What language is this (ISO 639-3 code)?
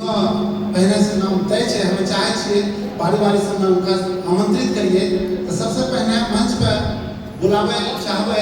anp